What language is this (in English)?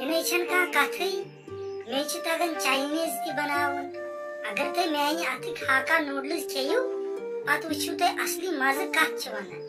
Kashmiri